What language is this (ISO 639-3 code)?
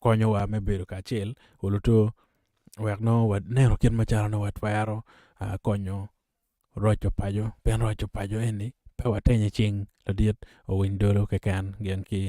ach